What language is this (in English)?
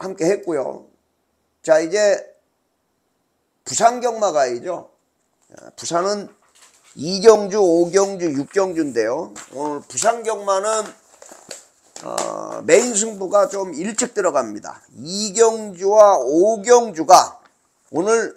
Korean